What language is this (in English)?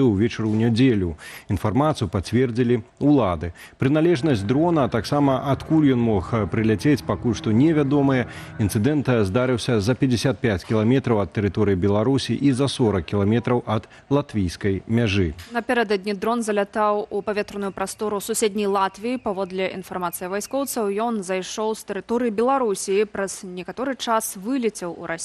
Belarusian